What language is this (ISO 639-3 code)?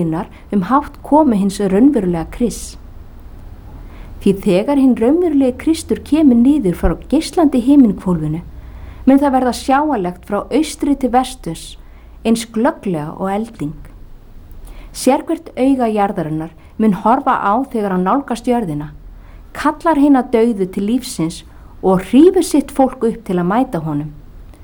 isl